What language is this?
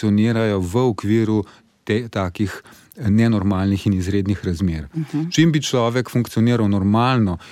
Slovenian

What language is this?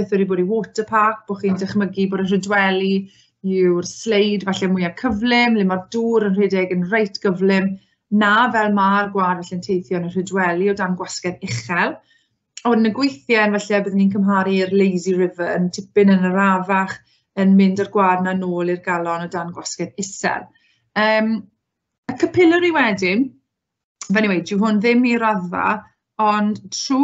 Welsh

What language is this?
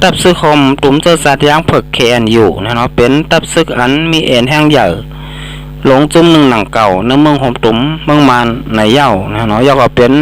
Shan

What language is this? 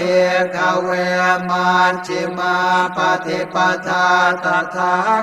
Pali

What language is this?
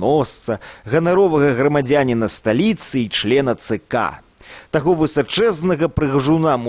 Belarusian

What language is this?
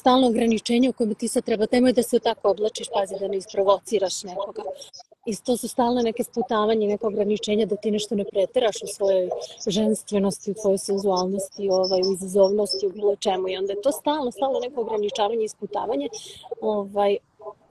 Serbian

